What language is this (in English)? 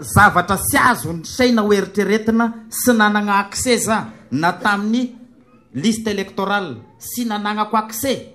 Malagasy